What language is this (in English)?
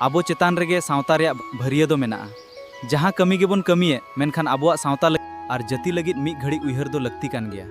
Santali